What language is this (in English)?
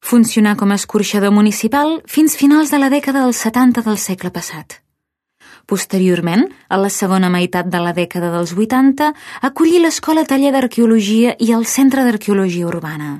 Catalan